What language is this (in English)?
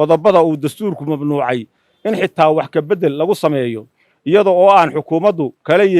Somali